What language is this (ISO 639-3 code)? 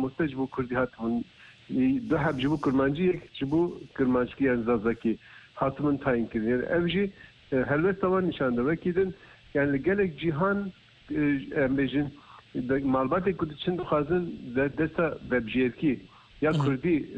kur